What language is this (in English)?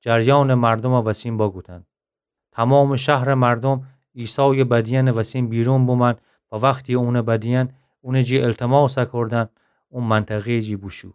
Gilaki